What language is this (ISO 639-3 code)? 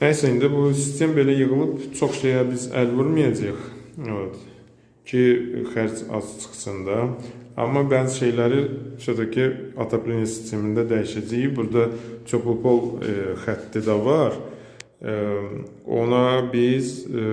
aze